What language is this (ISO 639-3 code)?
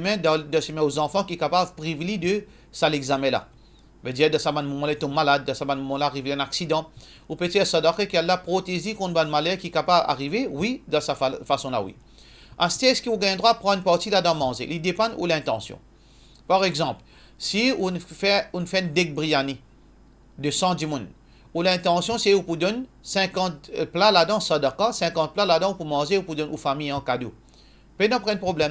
mfe